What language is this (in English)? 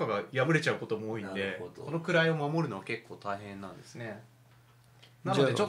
Japanese